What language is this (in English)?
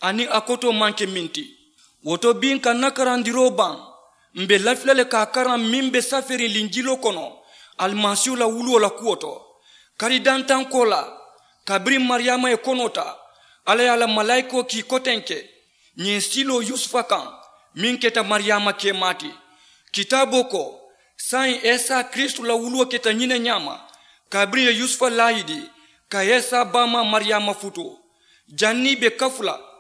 Mandingo